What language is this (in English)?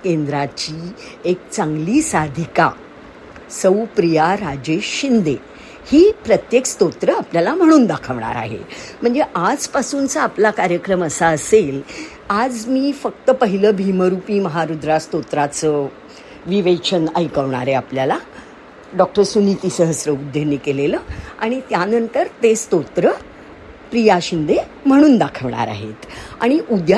Marathi